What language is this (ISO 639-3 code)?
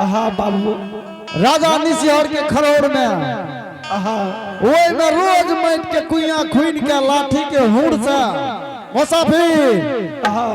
anp